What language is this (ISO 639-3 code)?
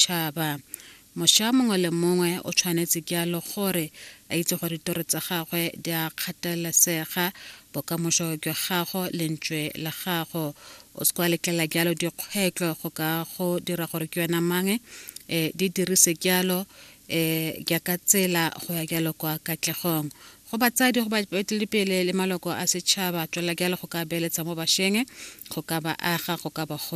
tsn